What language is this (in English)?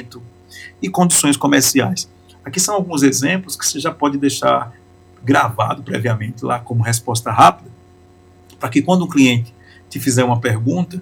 Portuguese